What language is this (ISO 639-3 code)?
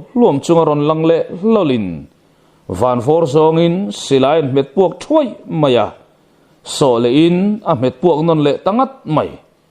lus